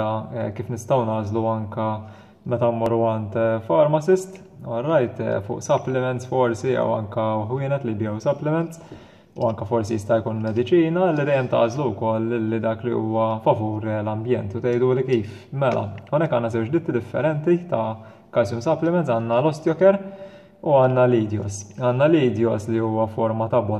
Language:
Maltese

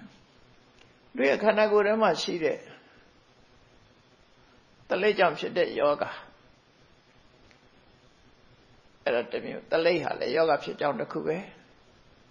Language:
Burmese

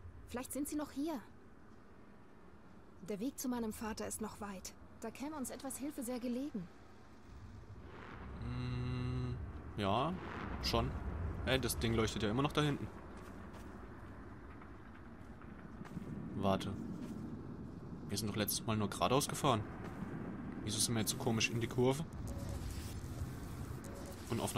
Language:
German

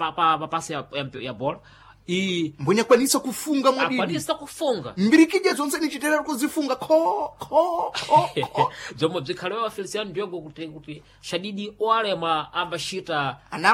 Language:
Sena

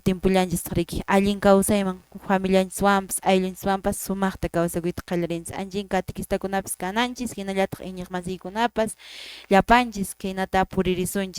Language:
Quechua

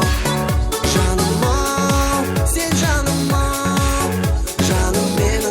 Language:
Kara-Kalpak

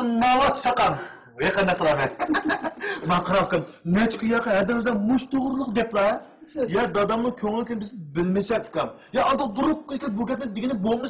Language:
Uyghur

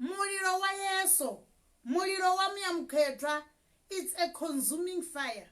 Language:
Venda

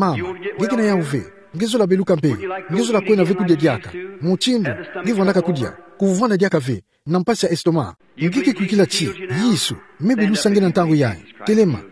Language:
Kituba (Democratic Republic of Congo)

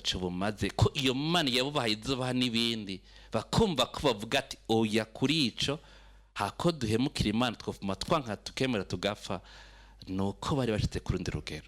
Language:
Rundi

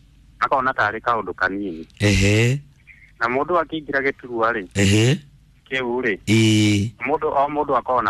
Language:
Kikuyu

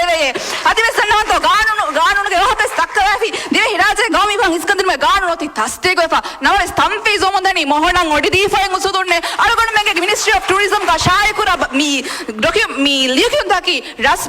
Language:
Divehi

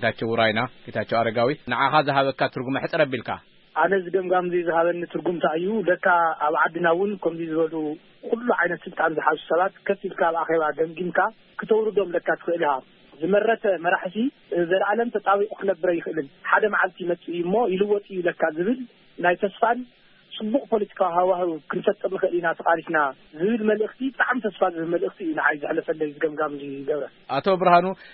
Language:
Tigrinya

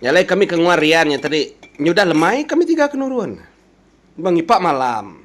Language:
Iban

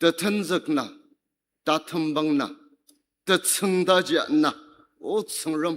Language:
Ao Naga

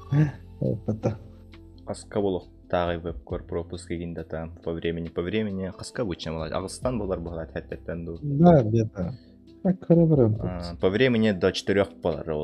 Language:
Yakut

